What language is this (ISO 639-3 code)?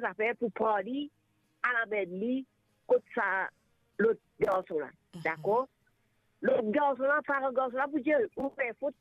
mfe